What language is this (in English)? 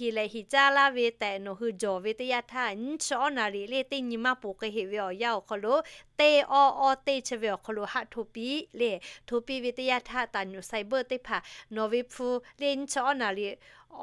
Lahu